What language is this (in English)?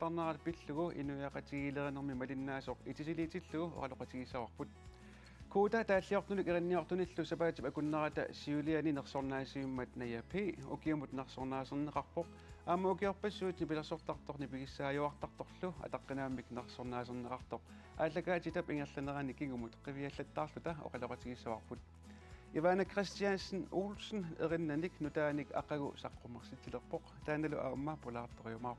Kalaallisut